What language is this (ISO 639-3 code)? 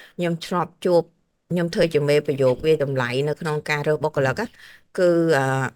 khm